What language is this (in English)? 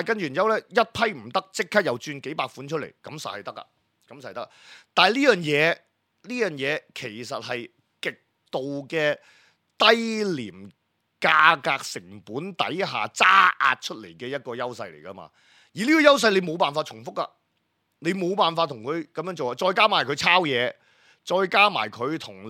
Cantonese